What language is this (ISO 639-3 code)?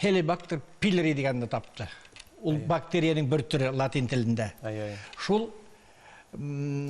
tat